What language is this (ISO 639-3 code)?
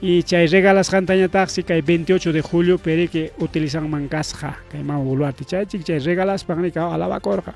quy